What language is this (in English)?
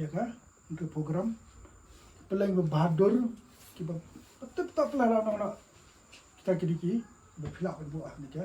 Khasi